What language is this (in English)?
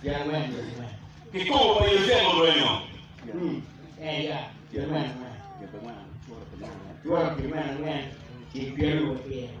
Acoli